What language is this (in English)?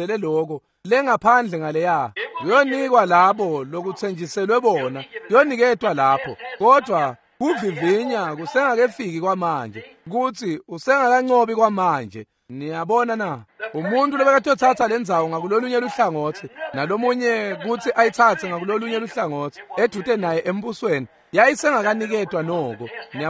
Swati